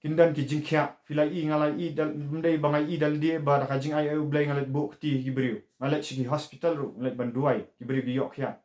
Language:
Khasi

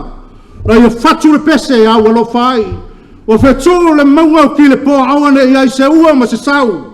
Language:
Samoan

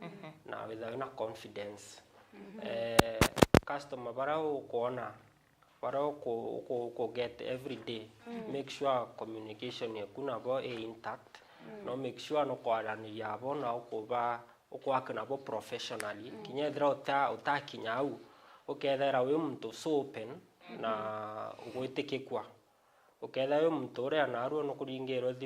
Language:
Meru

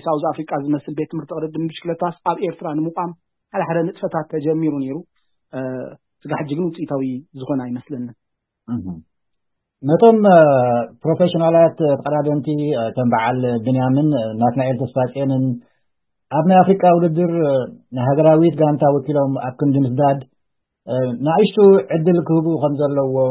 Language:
Tigrinya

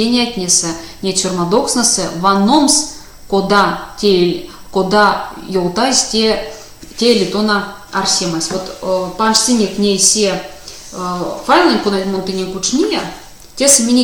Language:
Erzya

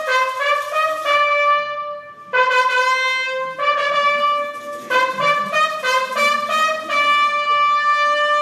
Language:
Hungarian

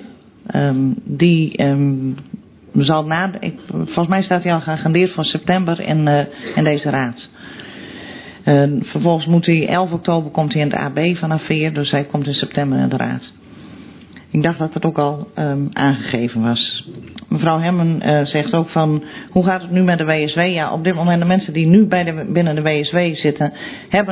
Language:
Dutch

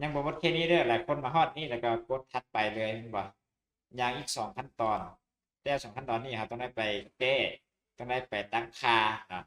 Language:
Lao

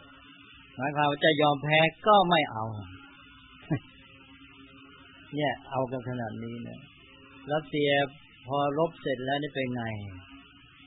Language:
Thai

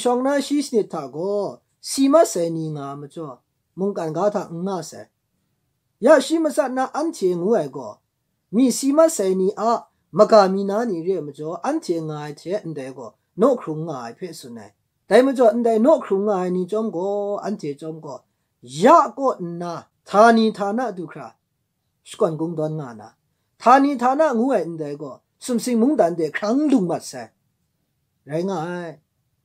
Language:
Kachin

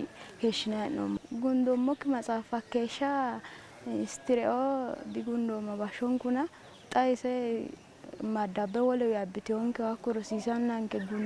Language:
Sidamo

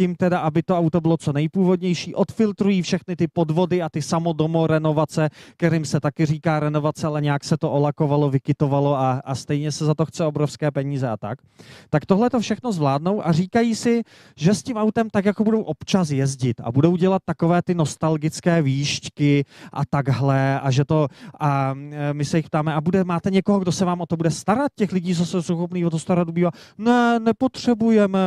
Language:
Czech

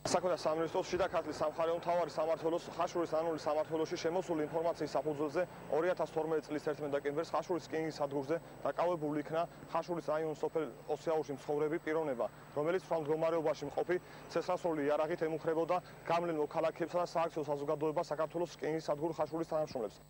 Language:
Georgian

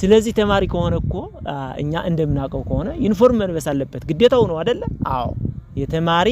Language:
Amharic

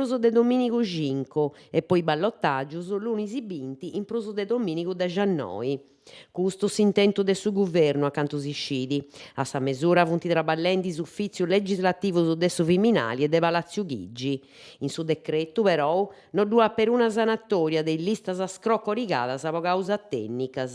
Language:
Sardinian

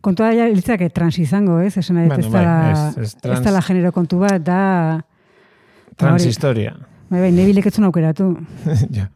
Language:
Basque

